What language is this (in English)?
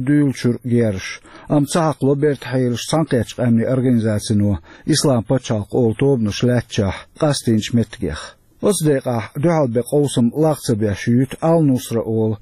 Chechen